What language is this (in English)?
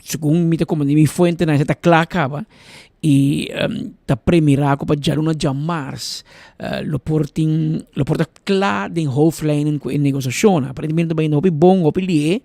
Papiamento